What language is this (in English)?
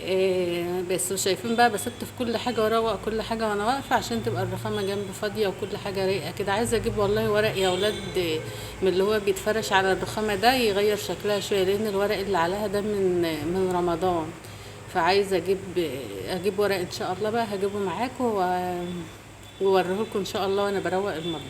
Egyptian Arabic